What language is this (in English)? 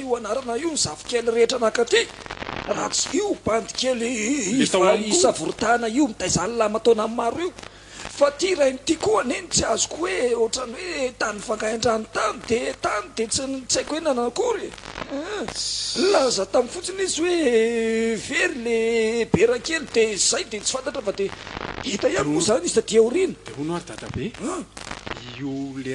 Malagasy